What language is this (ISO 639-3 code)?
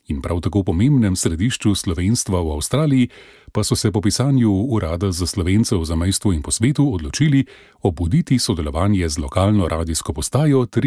slv